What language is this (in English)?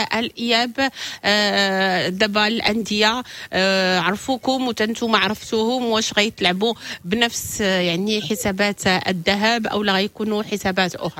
Moroccan Arabic